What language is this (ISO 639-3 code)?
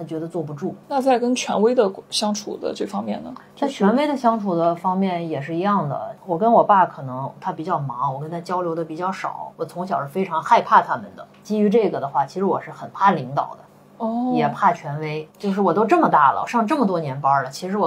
zho